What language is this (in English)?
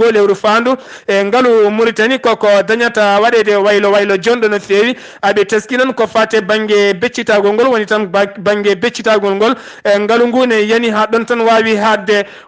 Fula